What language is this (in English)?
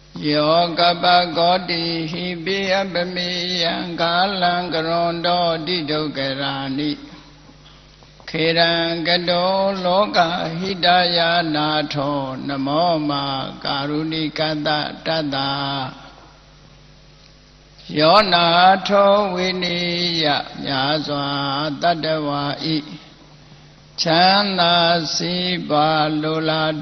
Burmese